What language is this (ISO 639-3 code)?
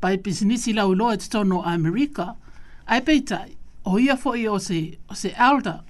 smo